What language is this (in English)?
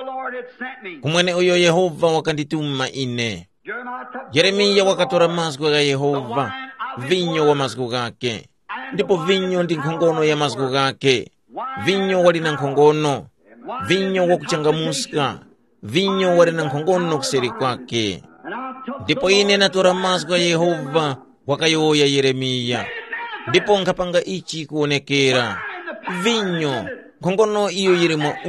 Tumbuka